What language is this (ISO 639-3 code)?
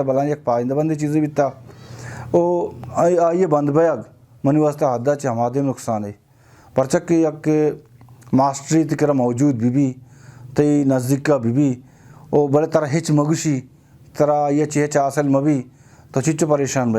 bal